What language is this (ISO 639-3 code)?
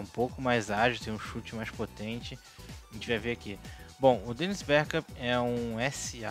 por